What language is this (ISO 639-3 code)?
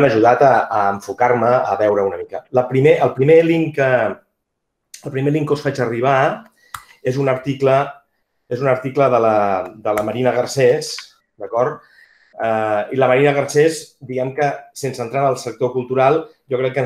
cat